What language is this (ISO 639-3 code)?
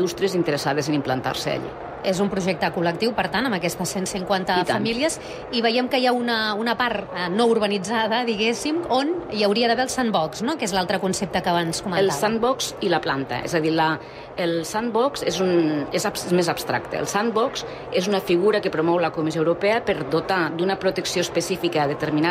cat